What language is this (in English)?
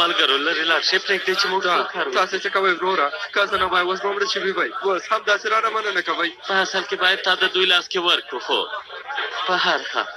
Pashto